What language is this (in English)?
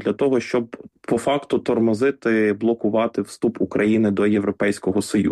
Ukrainian